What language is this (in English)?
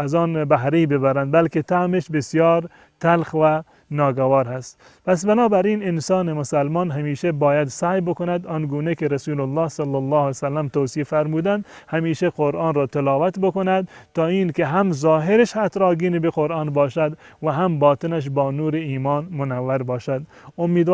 Persian